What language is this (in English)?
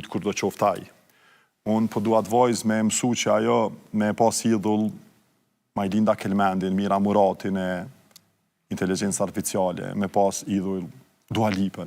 Albanian